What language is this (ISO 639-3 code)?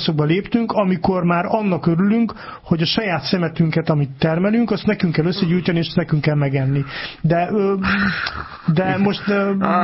hun